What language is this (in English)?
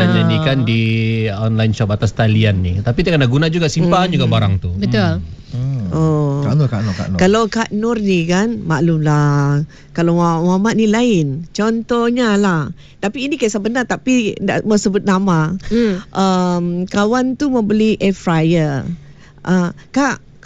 Malay